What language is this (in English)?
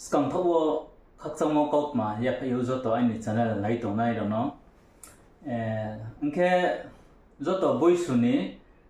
Riang (India)